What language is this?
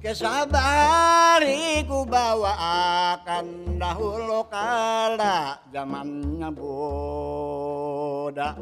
Banjar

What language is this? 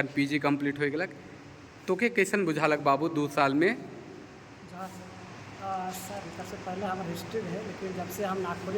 Sadri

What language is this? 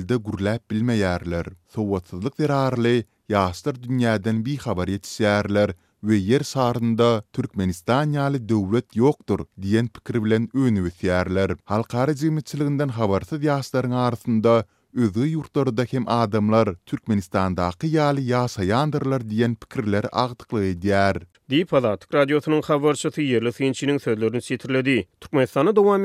Turkmen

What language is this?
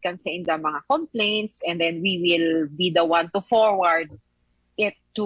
Bikol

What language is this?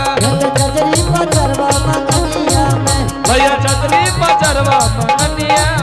Angika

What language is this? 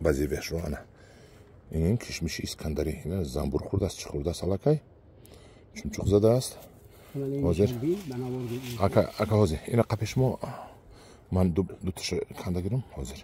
Tajik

